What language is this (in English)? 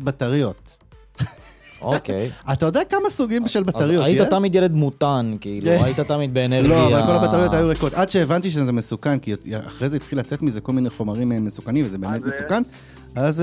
Hebrew